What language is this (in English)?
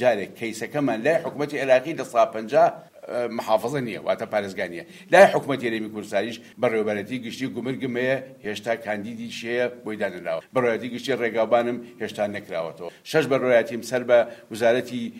Central Kurdish